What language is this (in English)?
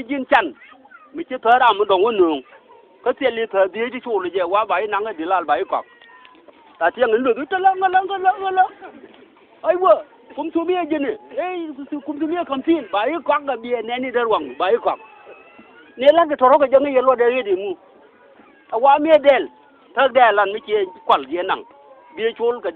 Nuer